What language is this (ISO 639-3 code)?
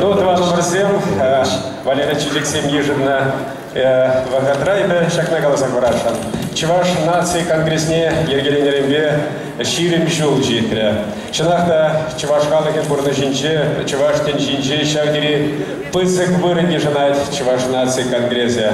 chv